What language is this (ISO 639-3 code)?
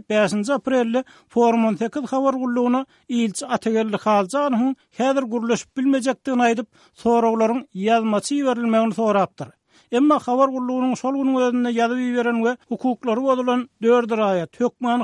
tuk